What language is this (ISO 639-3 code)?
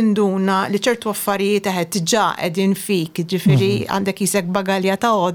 mlt